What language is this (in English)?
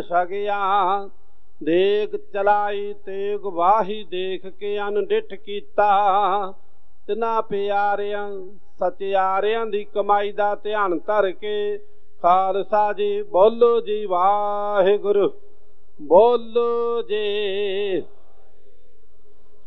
Punjabi